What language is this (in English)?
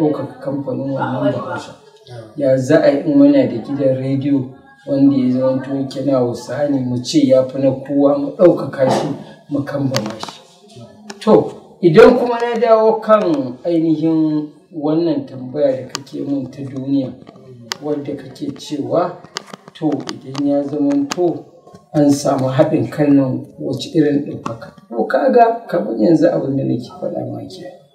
Hausa